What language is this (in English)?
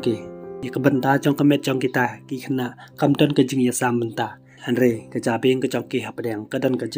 Khasi